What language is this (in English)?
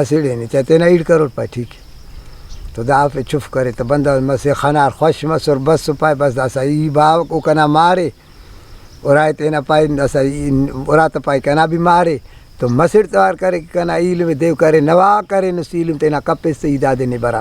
Brahui